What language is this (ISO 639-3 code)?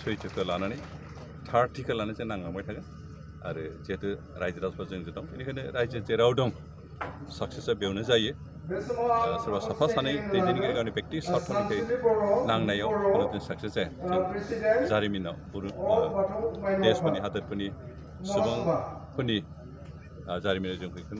brx